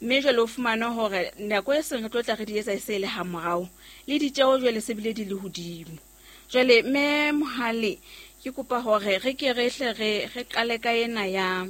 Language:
Southern Sotho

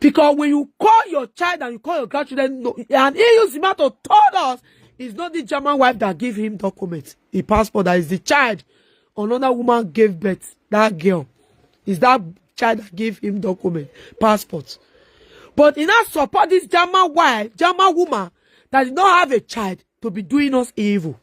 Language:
Nigerian Pidgin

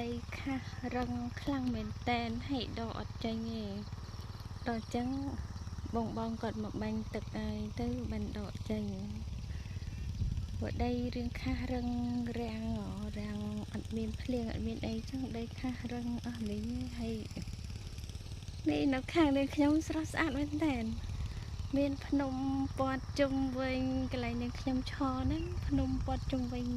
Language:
Khmer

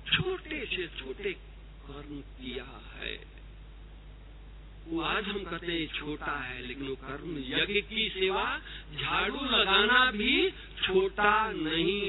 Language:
Hindi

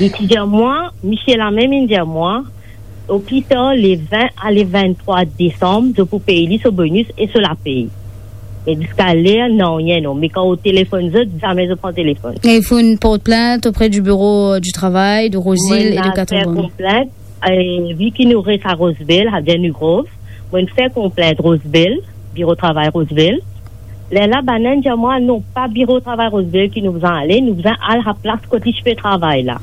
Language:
Morisyen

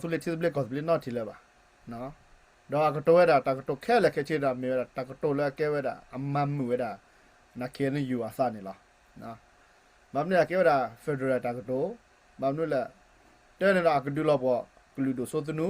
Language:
S'gaw Karen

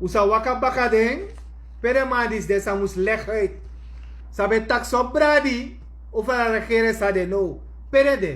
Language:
Sranan Tongo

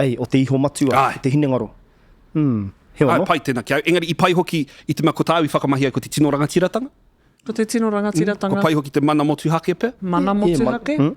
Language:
Māori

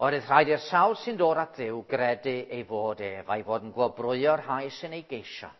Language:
Welsh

